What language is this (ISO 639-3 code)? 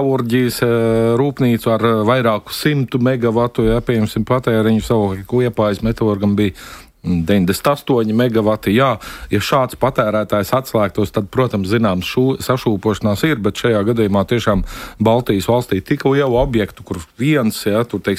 lav